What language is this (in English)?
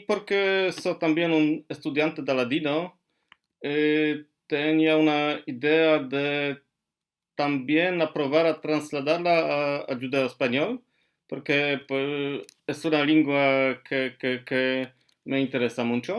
Ladino